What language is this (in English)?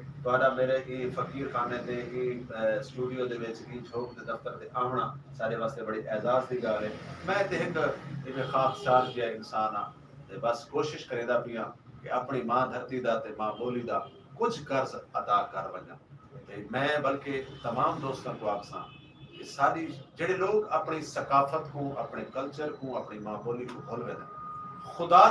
Saraiki